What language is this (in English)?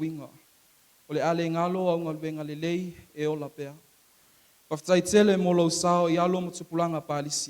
Samoan